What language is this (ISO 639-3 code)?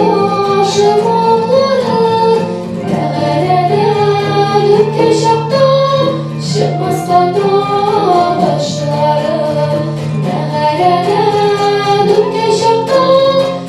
tat